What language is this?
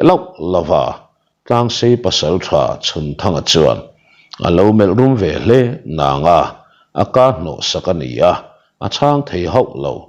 Mizo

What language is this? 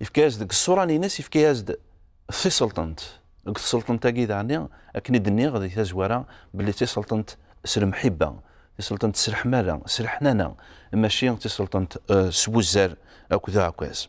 Kabyle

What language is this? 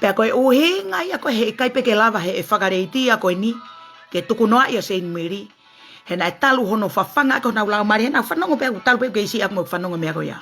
Tongan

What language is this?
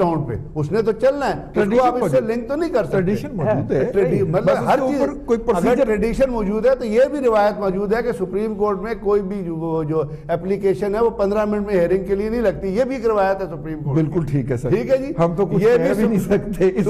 Urdu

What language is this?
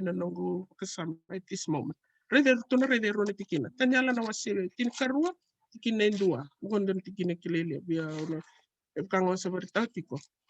Fijian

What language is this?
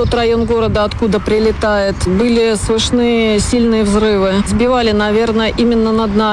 Russian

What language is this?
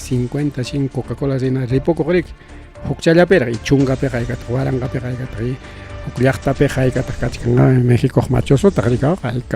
Ayacucho Quechua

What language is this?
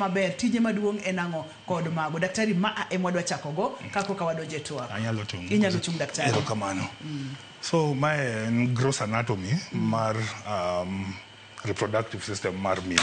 Luo (Kenya and Tanzania)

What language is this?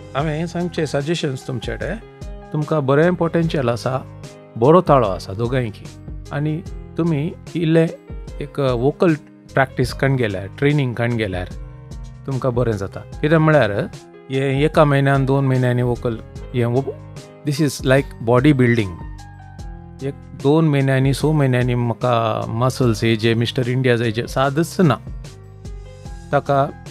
Konkani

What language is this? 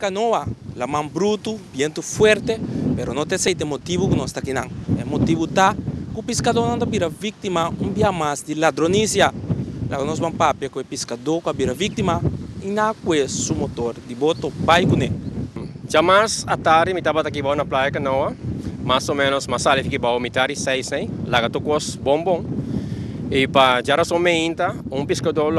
Papiamento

